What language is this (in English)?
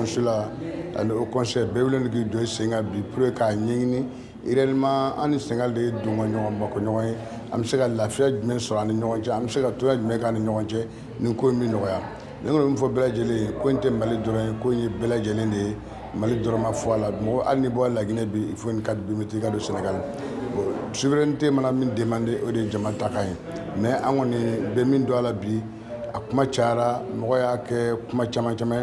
Bambara